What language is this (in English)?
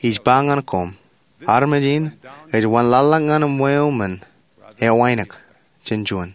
Marshallese